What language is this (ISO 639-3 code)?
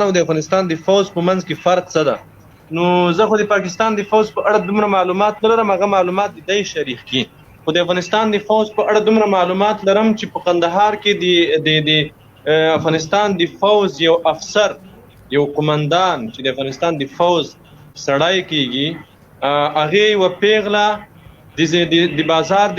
pus